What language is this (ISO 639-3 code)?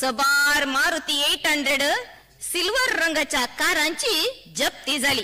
kok